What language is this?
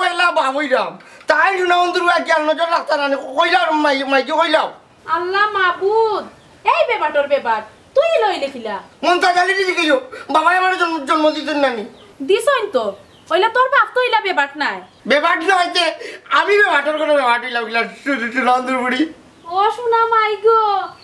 Sylheti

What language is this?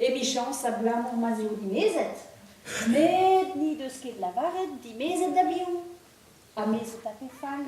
Breton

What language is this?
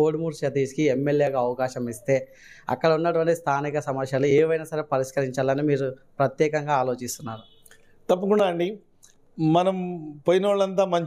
Telugu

